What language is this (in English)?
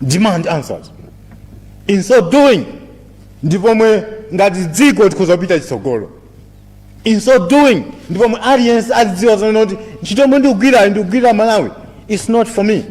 Nyanja